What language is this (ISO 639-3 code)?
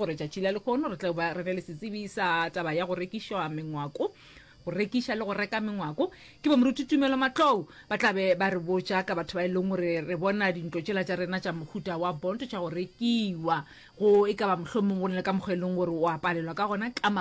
nso